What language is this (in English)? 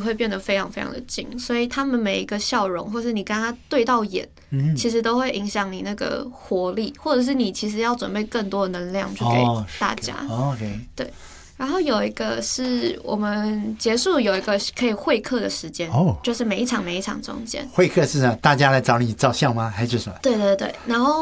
Chinese